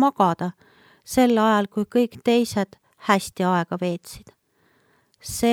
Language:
Estonian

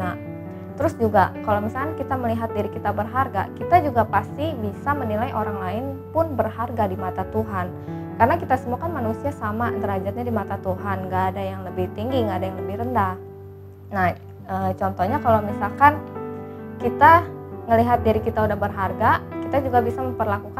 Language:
Indonesian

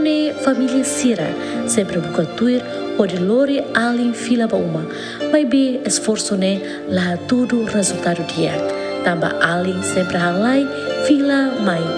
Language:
Tetum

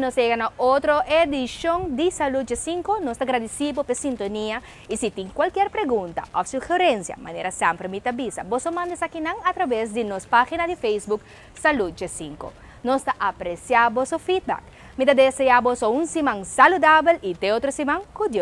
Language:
Papiamento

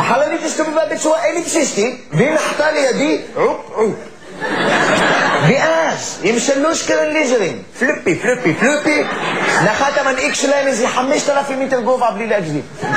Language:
Hebrew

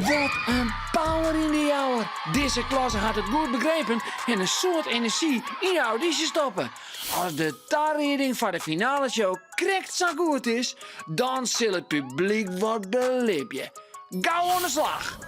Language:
Western Frisian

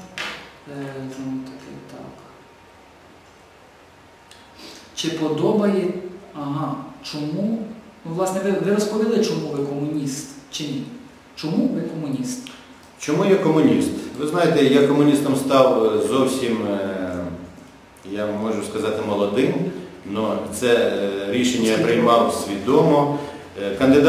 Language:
Ukrainian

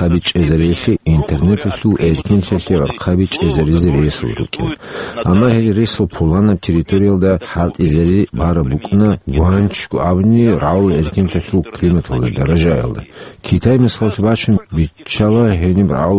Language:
Avaric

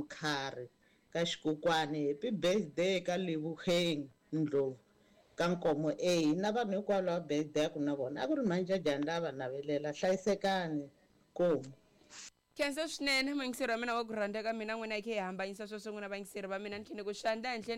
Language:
Tsonga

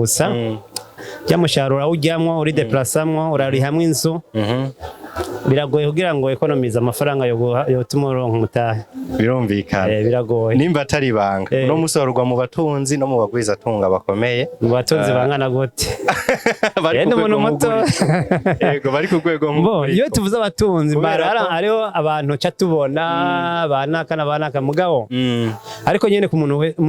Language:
Rundi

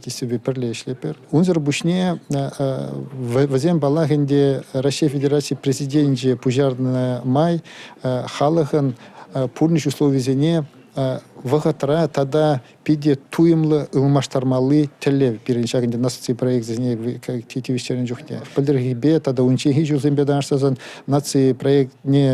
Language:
Chuvash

